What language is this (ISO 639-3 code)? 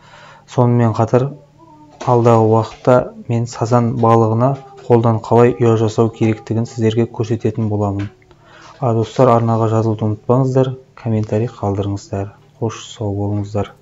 kaz